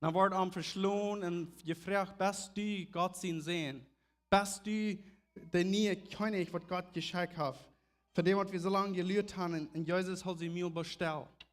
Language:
Plautdietsch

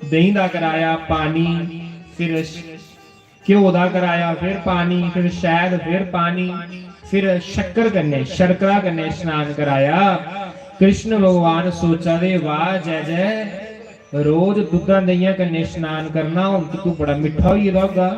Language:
Dogri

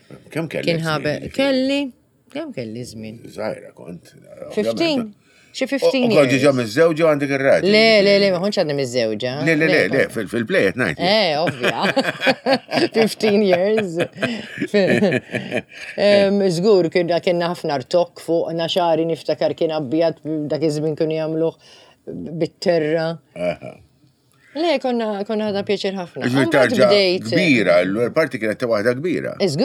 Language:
Maltese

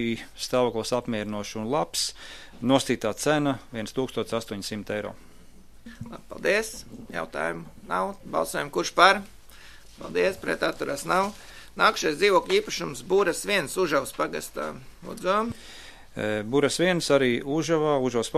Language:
Latvian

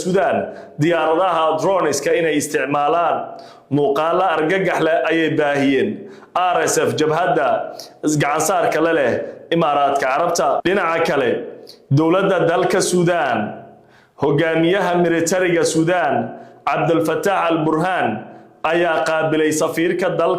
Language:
Somali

